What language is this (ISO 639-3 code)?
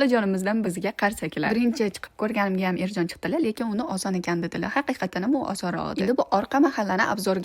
uzb